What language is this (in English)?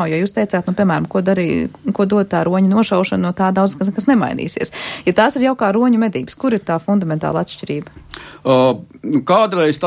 Latvian